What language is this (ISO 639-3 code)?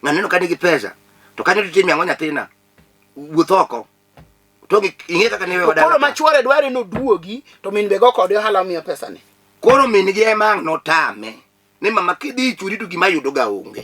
luo